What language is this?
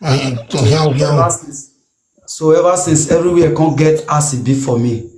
Nigerian Pidgin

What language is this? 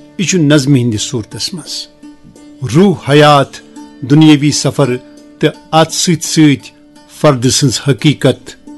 Kashmiri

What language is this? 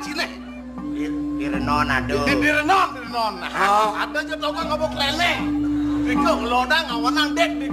Balinese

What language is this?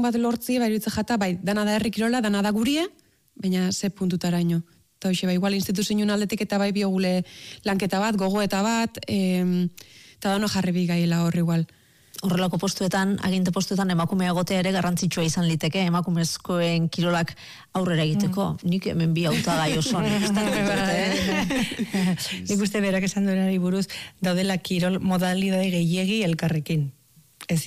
Basque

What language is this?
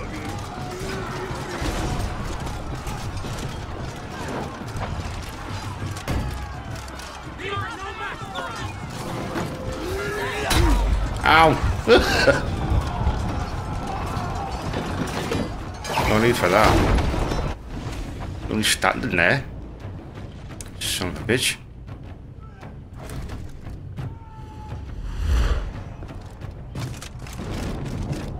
English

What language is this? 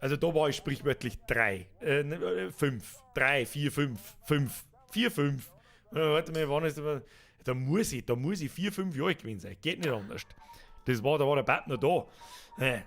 Bavarian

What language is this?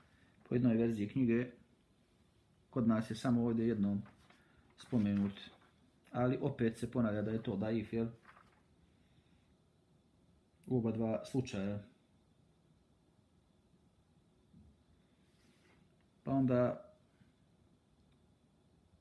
Bosnian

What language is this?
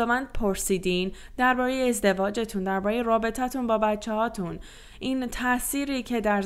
Persian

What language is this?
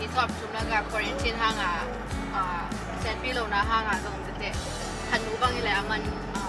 Tedim Chin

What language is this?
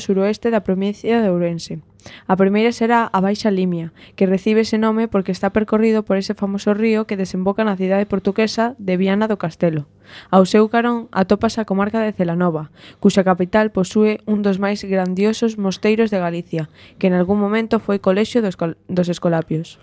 Galician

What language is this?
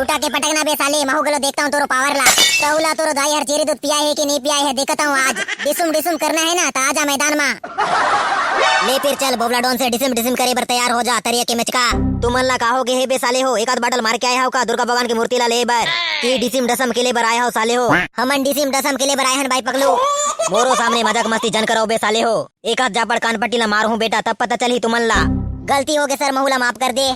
Chhattisgarhi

